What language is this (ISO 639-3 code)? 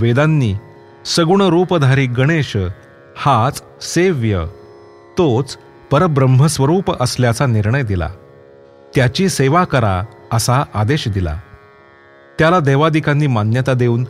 mar